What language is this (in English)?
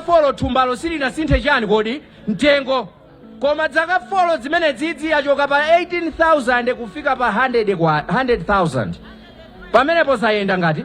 Nyanja